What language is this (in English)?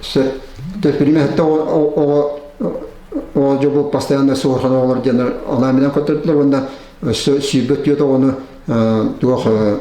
Yakut